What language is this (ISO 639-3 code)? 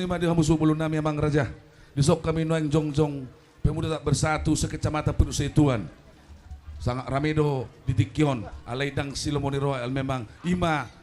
bbc